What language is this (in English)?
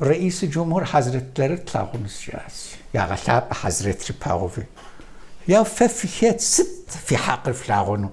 Kabardian